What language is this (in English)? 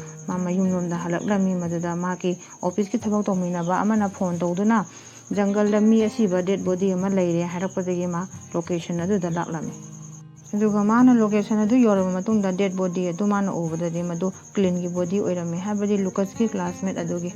Manipuri